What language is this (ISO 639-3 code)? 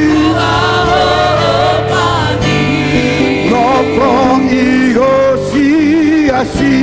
ton